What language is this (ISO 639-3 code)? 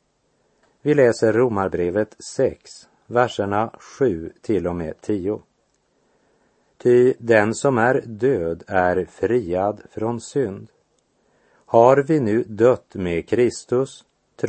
swe